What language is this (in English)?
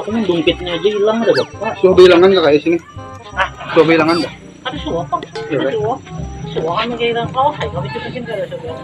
Banjar